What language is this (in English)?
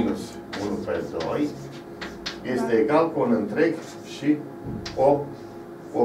Romanian